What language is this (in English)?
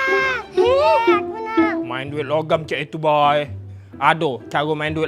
Musi